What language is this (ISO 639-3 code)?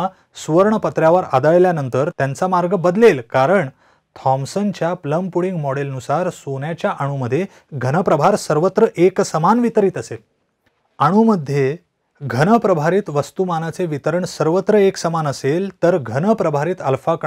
mar